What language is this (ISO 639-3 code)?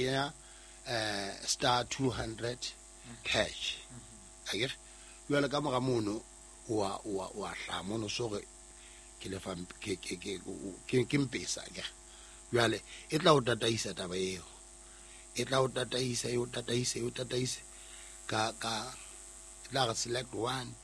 sot